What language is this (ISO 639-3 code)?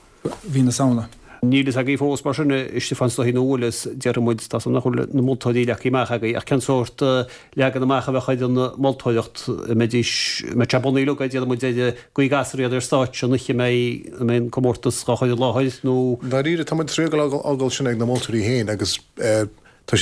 gle